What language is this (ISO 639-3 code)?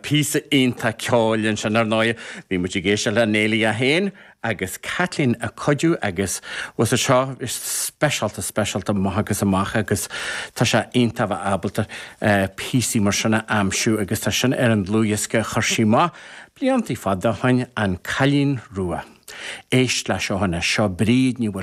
gle